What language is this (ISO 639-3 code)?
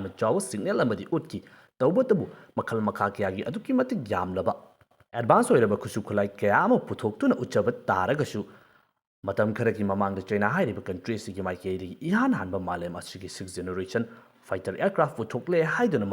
mni